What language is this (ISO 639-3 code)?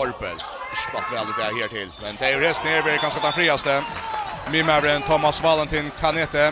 fao